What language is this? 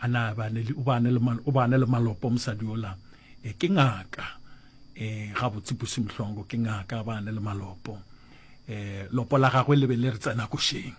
Northern Sotho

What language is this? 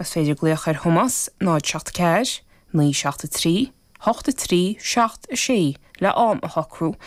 Irish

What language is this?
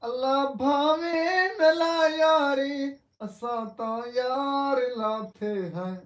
Saraiki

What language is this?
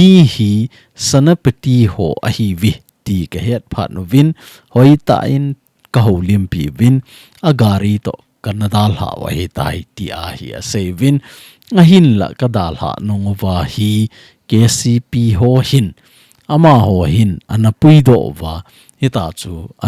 Thado Chin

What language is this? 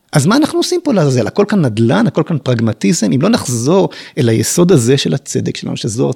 Hebrew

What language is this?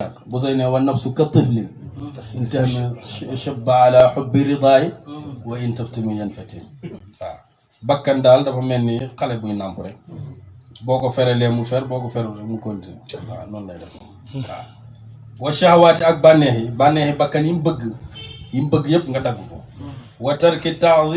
Wolof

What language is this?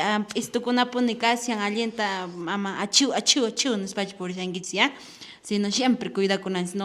Quechua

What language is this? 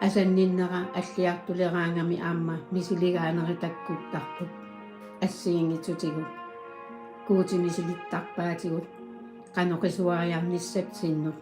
Kalaallisut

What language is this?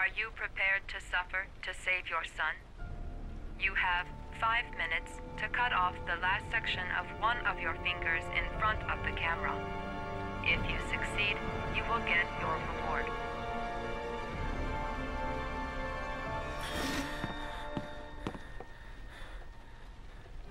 English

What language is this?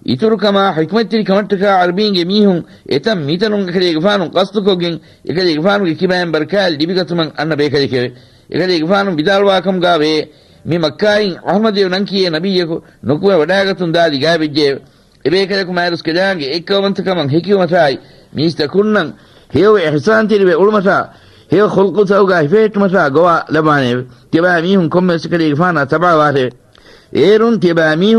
Divehi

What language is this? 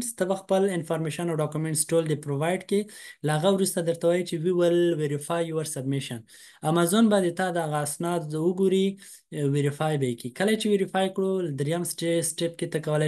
Pashto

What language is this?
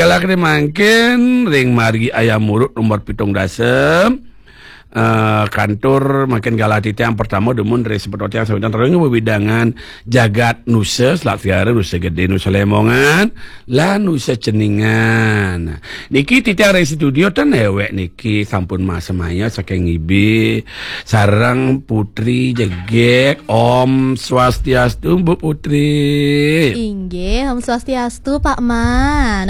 Balinese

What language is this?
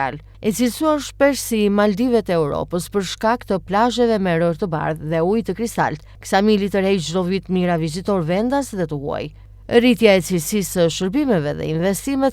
Albanian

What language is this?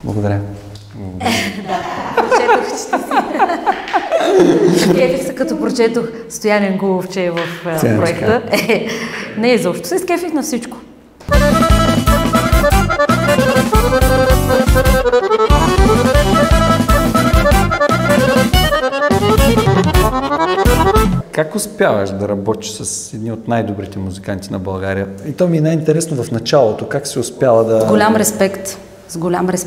Bulgarian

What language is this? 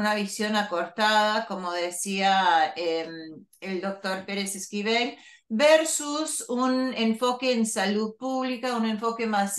Spanish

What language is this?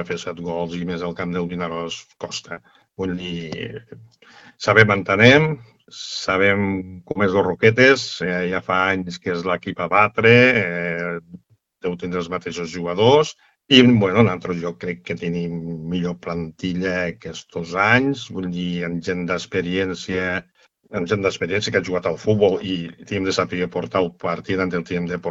Catalan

